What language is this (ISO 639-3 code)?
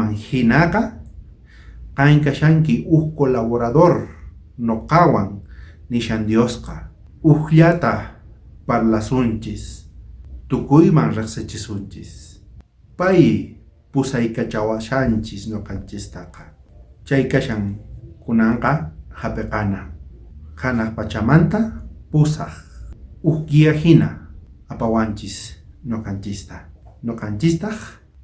quh